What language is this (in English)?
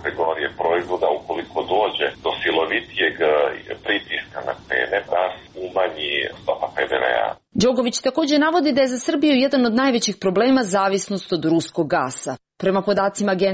Serbian